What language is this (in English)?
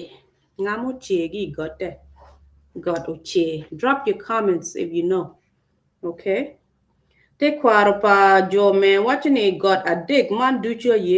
Acoli